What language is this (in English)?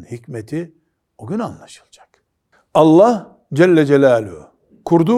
Turkish